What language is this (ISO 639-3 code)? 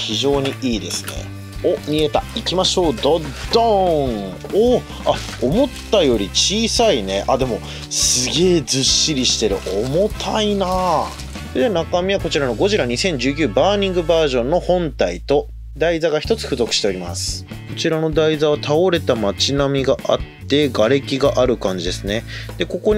jpn